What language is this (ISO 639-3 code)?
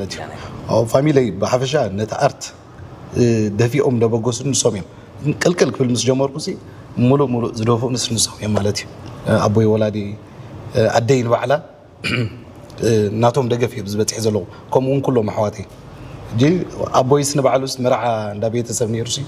tir